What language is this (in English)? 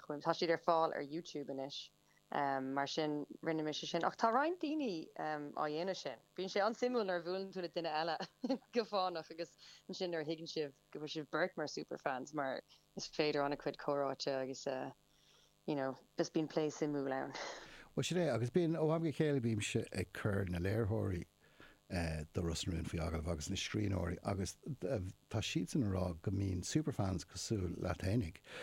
Irish